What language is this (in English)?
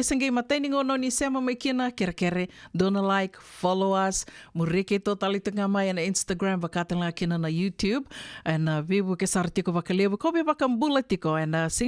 Fijian